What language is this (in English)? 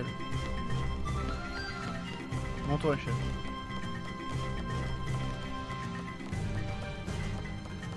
French